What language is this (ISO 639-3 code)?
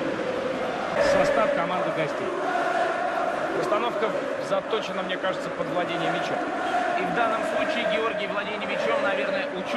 rus